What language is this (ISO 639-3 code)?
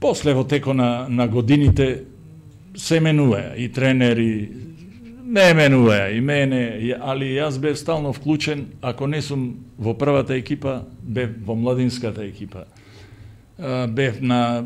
mkd